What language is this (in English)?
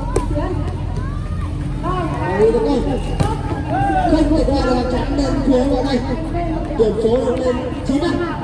Vietnamese